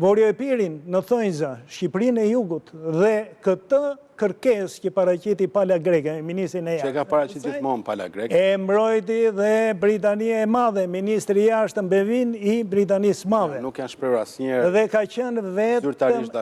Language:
Albanian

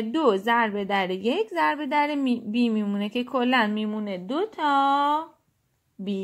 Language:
Persian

